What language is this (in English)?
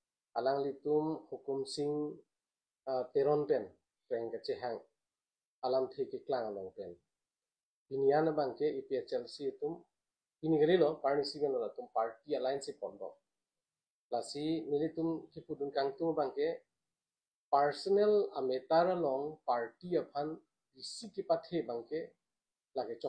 Karbi